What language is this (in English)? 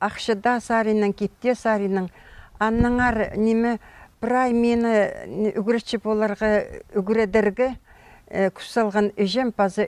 Khakas